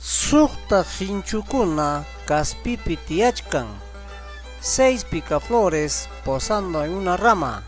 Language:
Ayacucho Quechua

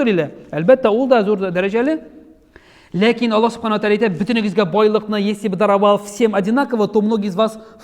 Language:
Tatar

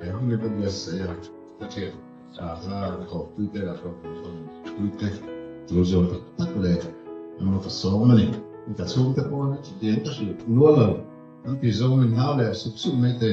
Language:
Mizo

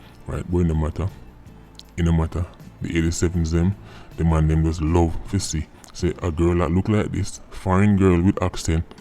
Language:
Jamaican Creole English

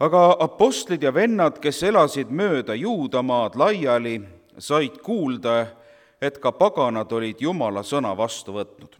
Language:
Estonian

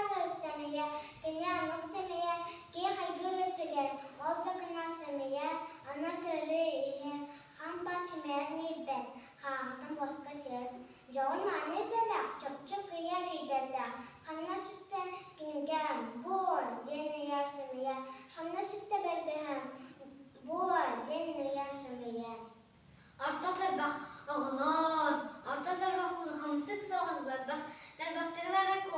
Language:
Yakut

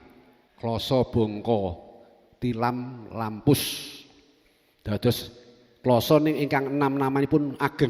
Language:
Javanese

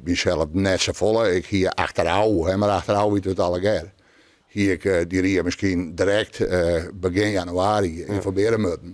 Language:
Western Frisian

